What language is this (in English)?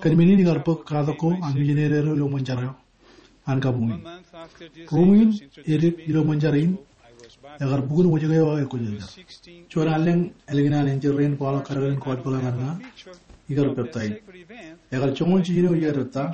Marshallese